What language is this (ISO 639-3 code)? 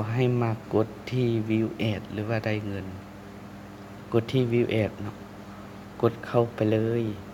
lao